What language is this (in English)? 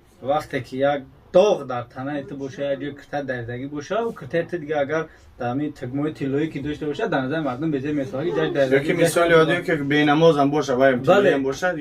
Tajik